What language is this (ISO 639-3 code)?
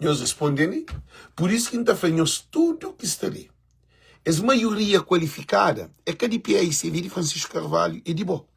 kea